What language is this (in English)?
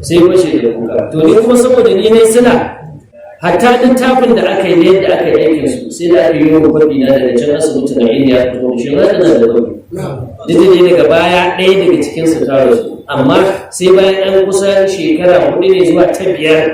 Hausa